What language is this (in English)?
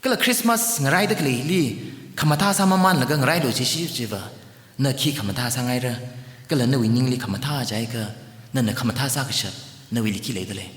Tangkhul Naga (India)